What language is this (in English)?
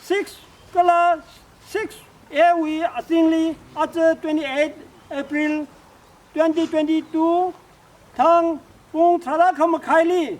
Tangkhul Naga (India)